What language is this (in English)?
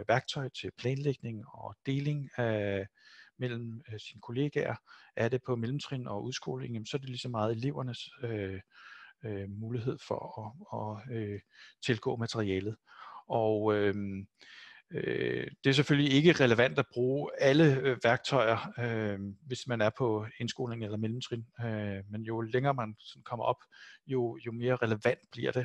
Danish